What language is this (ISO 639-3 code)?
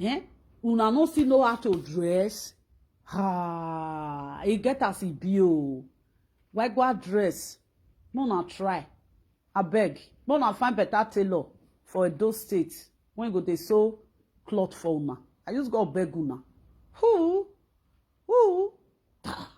pcm